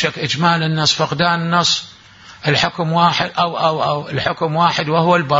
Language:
Mesopotamian Arabic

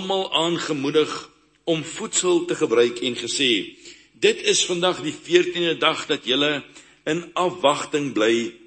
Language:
Afrikaans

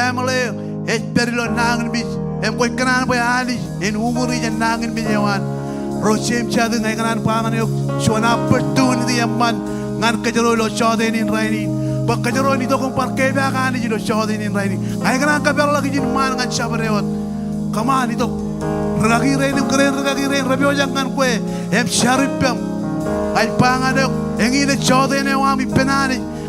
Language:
Marshallese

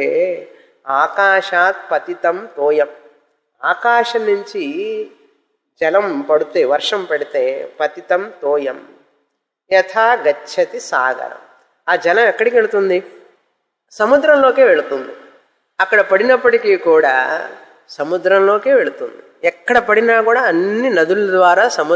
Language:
Telugu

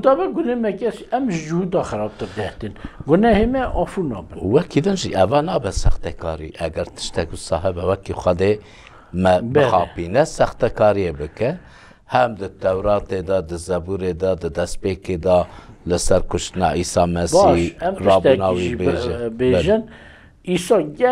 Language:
Kurdish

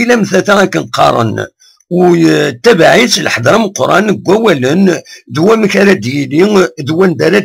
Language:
Kabyle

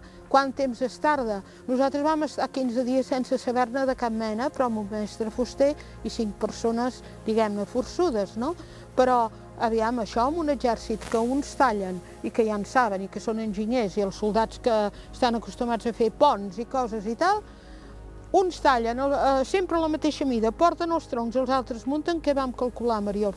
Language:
Catalan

